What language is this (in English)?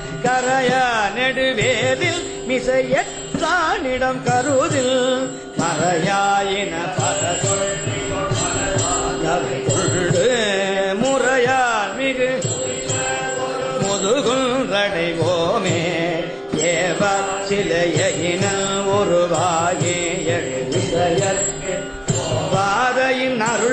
Tamil